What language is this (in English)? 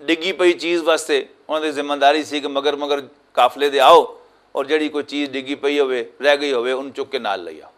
Western Panjabi